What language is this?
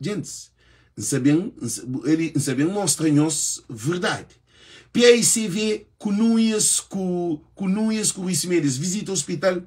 Kabuverdianu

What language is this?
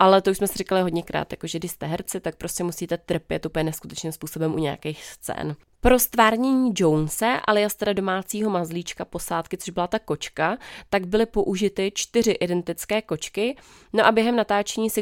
Czech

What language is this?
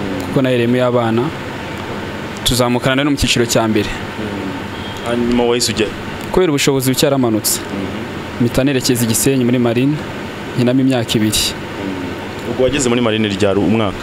Kinyarwanda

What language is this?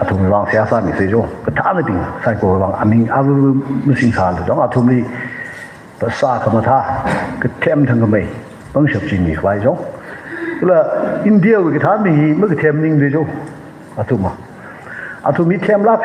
Tangkhul Naga (India)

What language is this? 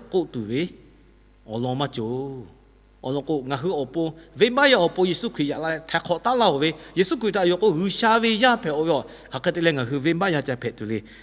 Lahu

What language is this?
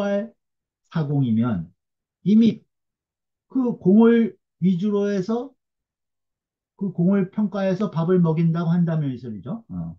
Korean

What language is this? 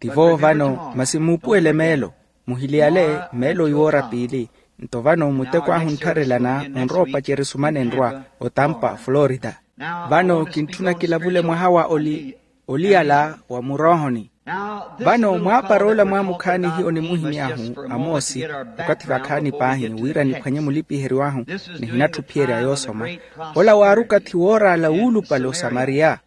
Makhuwa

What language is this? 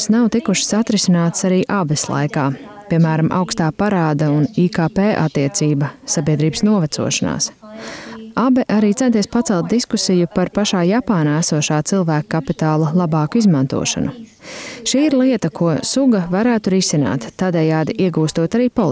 Latvian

